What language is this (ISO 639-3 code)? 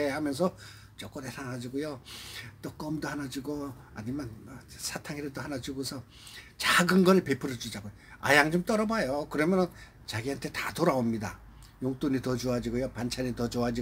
kor